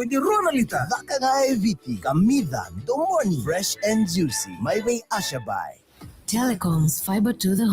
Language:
Fijian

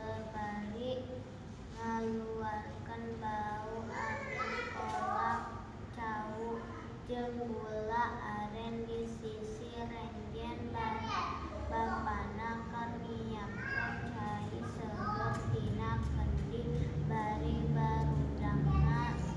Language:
Sundanese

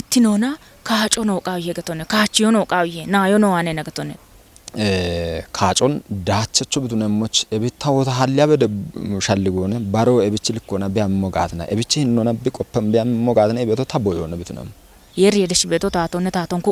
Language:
Kafa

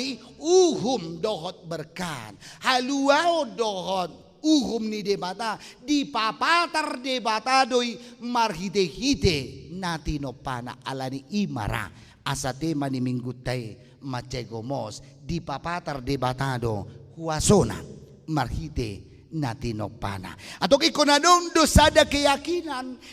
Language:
Batak Toba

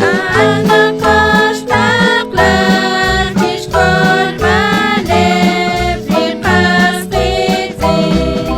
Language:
Kekchí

